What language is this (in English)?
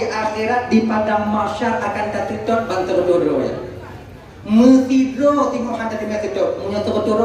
Achinese